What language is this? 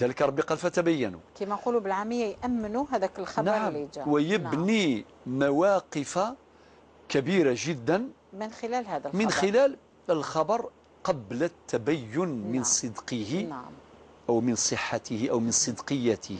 Algerian Arabic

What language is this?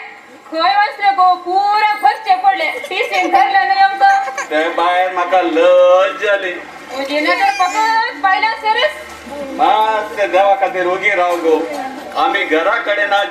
Konkani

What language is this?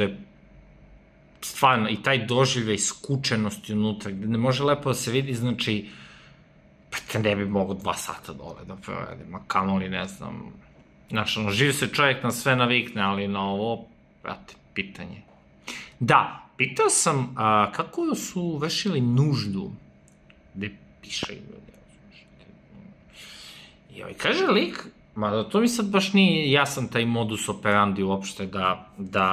Serbian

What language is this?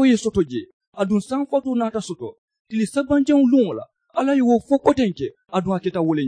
Mandingo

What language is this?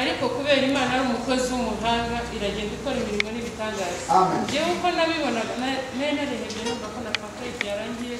Kinyarwanda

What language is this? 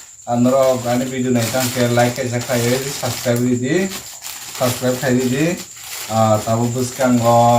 Kok Borok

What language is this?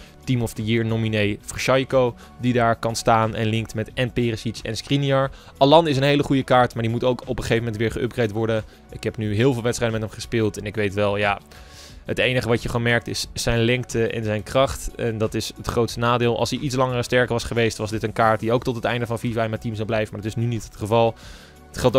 Dutch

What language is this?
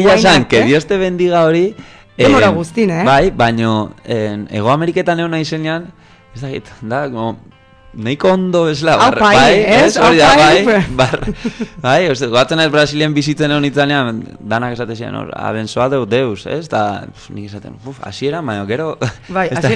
Basque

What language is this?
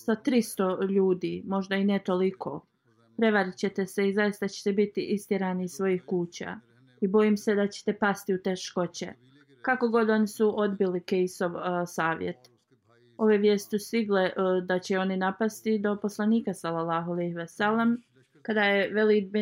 Bosnian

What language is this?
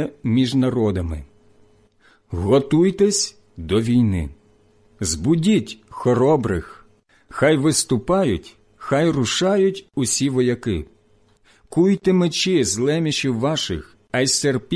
Ukrainian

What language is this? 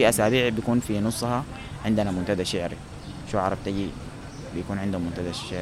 Sudanese Arabic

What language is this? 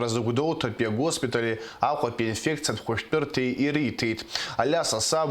Abkhazian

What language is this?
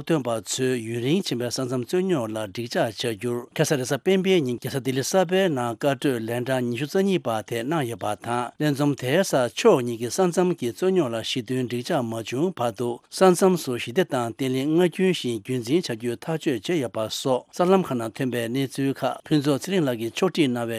Tibetan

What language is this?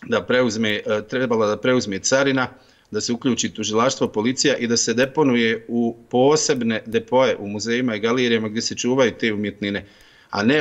Bosnian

